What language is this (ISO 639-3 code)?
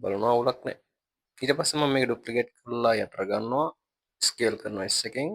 sin